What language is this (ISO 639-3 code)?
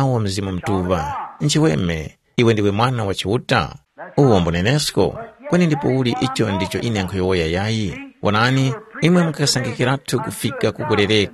tum